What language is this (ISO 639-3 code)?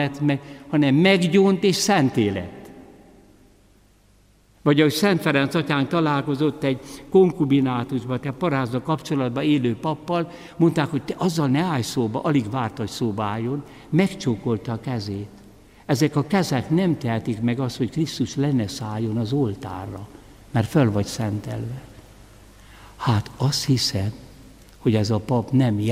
hun